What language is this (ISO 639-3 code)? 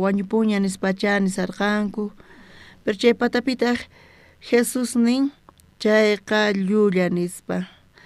quh